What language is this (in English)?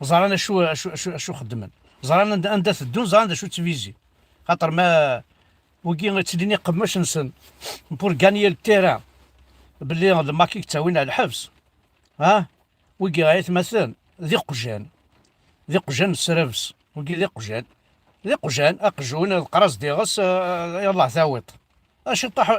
Kabyle